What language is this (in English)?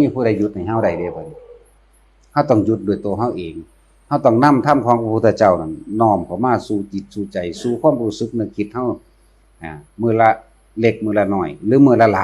Northeastern Thai